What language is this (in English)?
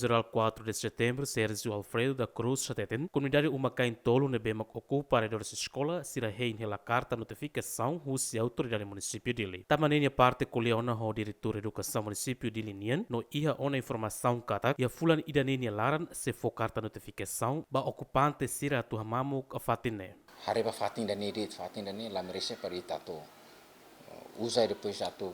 Tetum